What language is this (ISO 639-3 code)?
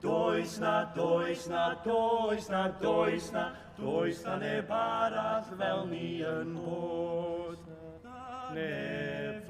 cym